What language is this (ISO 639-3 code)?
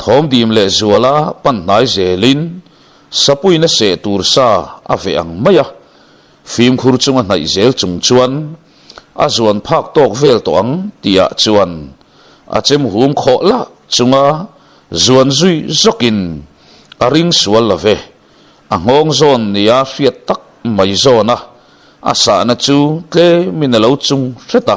lus